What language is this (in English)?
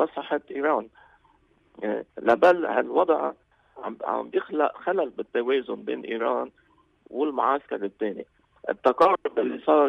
North Levantine Arabic